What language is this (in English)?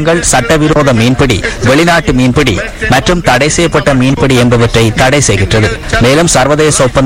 Tamil